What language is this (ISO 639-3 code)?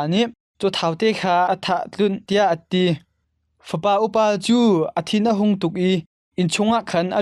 cnh